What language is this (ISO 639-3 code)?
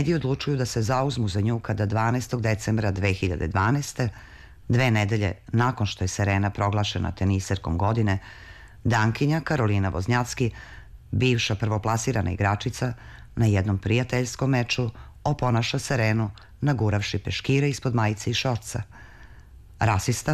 srp